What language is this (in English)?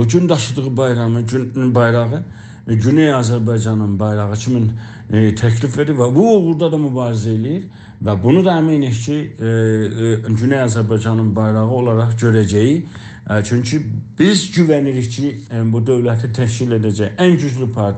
South Azerbaijani